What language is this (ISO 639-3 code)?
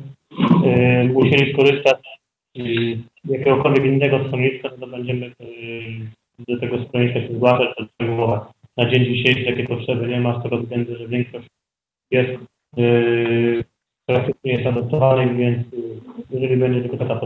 pol